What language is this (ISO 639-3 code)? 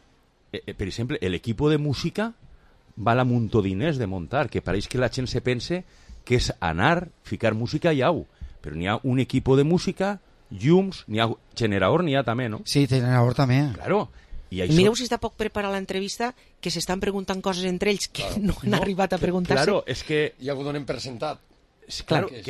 cat